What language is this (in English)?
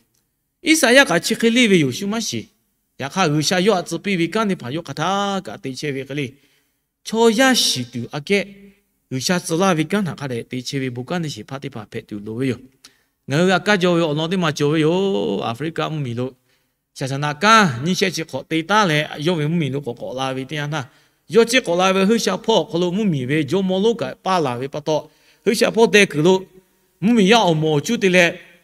Lahu